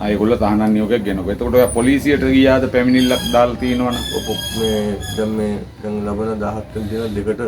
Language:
Sinhala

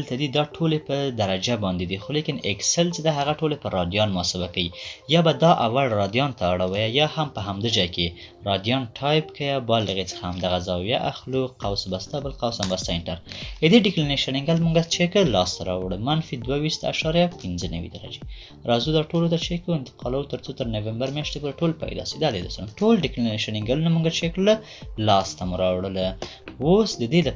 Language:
Pashto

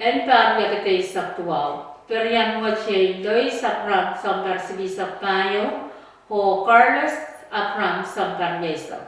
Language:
Pohnpeian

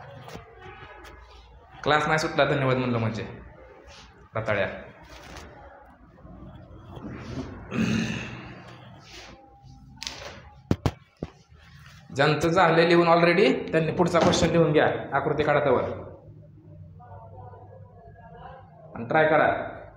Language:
Marathi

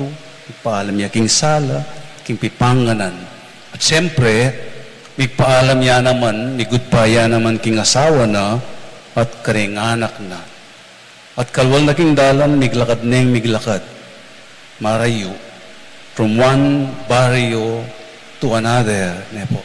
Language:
Pampanga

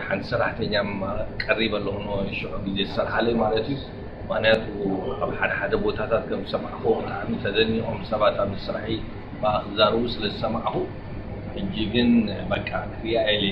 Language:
Tigrinya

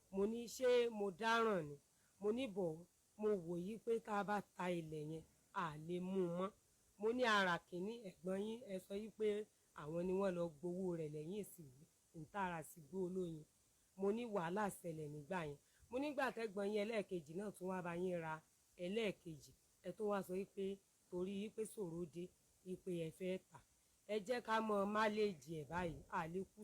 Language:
Yoruba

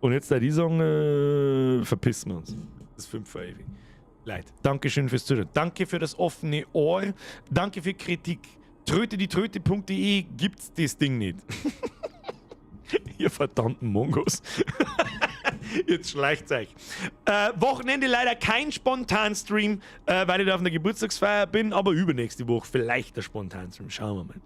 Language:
Bavarian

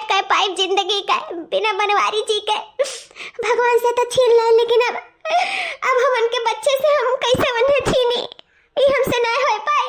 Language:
Awadhi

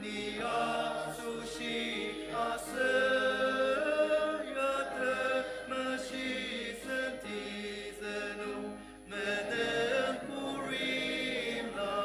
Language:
Ao Naga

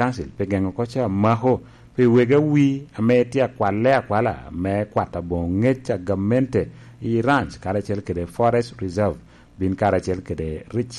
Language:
Lango (Uganda)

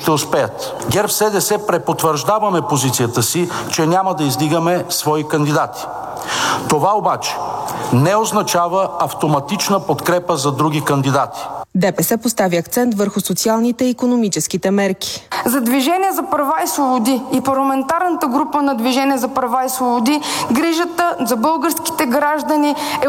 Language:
Bulgarian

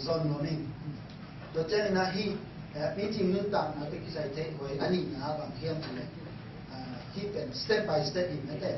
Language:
Tedim Chin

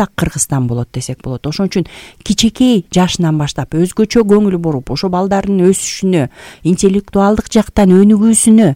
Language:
Kyrgyz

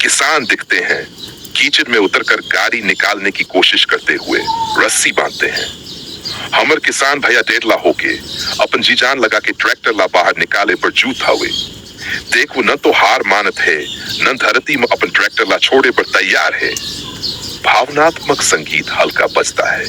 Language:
Chhattisgarhi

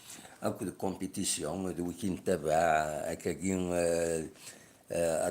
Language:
Kabyle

